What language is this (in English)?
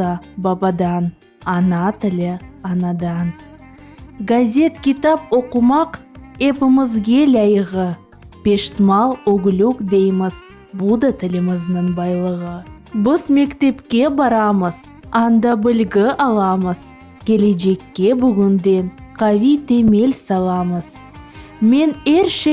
Crimean Tatar